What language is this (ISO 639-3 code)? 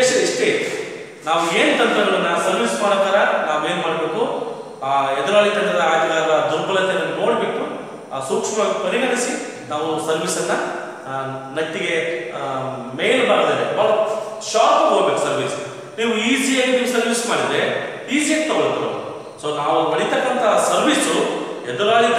kan